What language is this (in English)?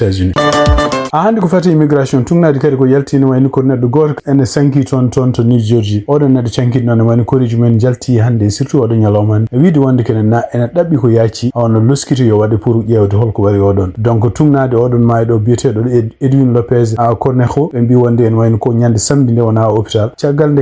Fula